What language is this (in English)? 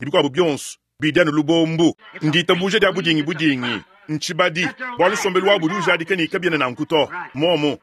Luba-Lulua